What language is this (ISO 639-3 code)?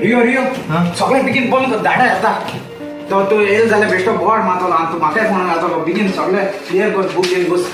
kok